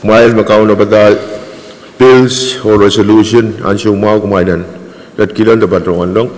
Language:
Pohnpeian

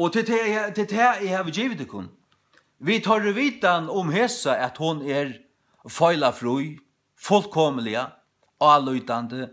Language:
Faroese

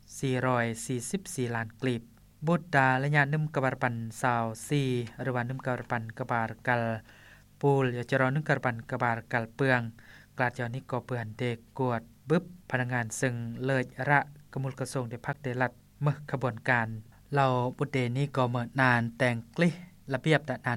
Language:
Lao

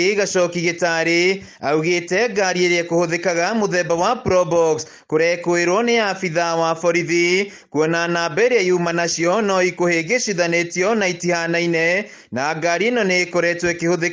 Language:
Kikuyu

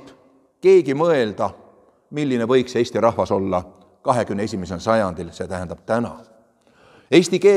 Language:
Estonian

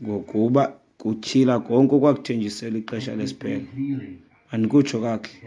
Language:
Xhosa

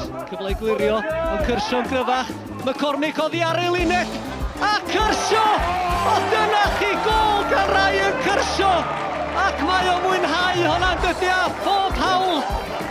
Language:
Welsh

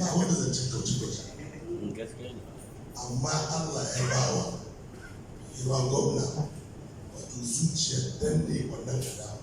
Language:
Hausa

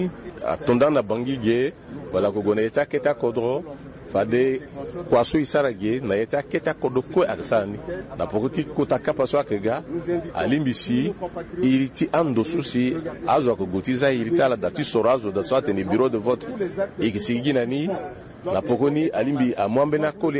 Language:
Sango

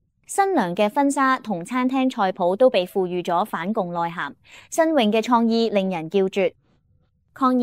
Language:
Cantonese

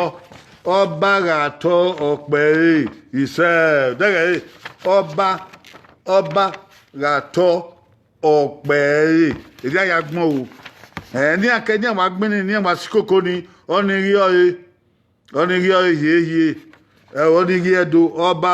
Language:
Bini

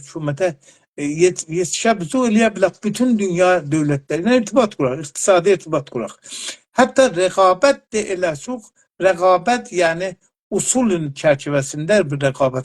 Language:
South Azerbaijani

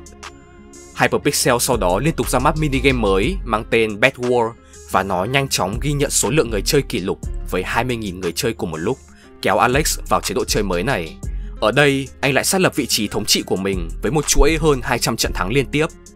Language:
Vietnamese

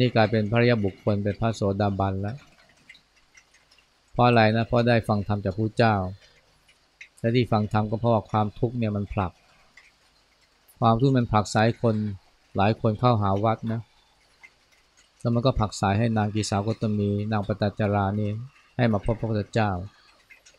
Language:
Thai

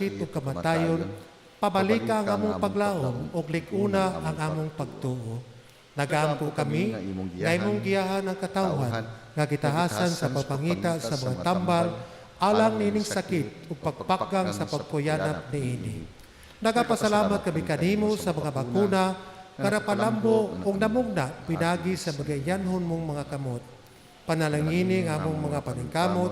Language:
Cebuano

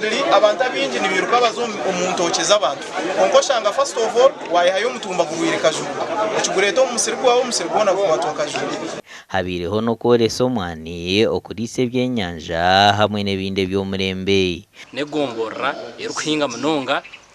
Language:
Nyankole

